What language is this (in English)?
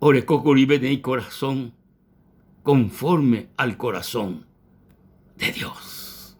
Guarani